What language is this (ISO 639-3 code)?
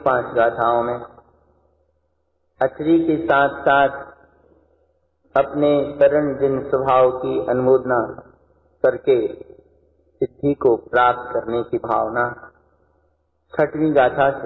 hin